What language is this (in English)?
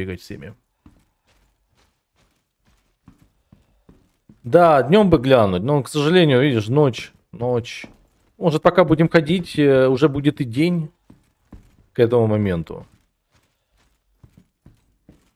Russian